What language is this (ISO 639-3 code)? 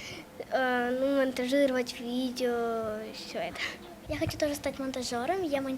gag